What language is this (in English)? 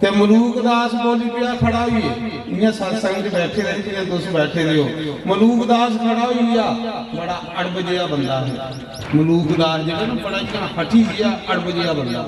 Dogri